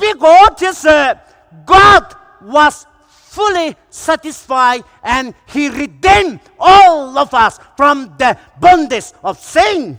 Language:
Poumei Naga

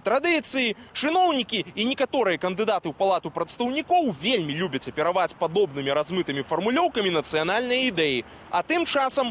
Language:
Belarusian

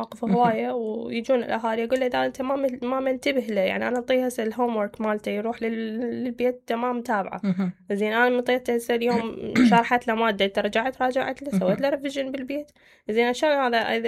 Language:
Mesopotamian Arabic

